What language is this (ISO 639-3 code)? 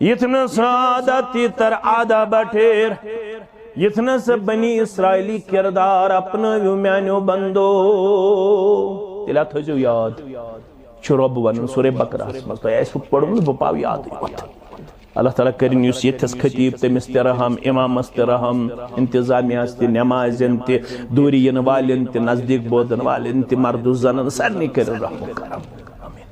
kas